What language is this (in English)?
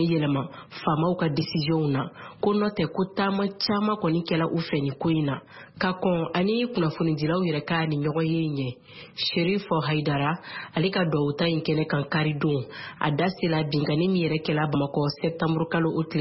Bambara